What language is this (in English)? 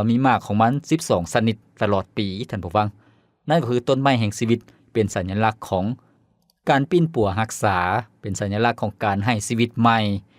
Lao